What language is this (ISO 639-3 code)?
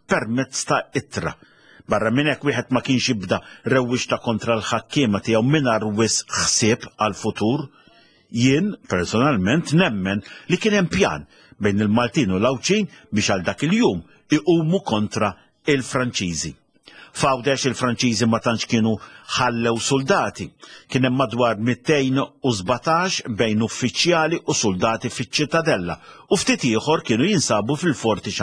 mlt